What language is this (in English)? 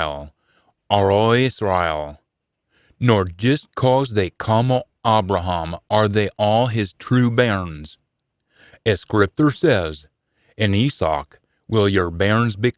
Scots